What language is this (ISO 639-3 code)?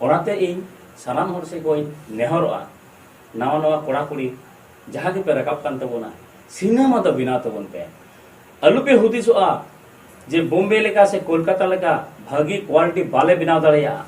sat